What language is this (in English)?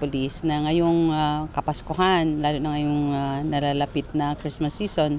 Bikol